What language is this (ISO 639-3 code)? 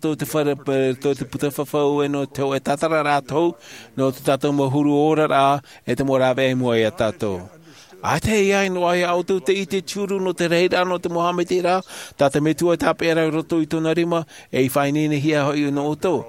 tah